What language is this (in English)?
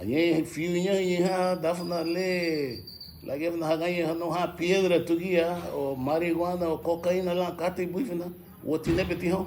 Garifuna